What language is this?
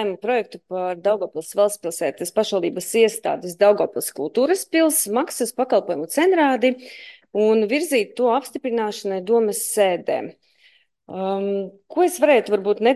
Latvian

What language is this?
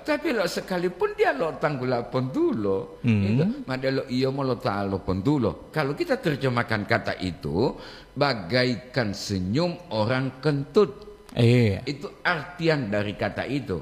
Gorontalo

